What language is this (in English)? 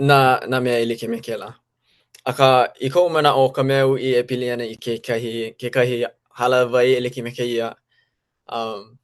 Hawaiian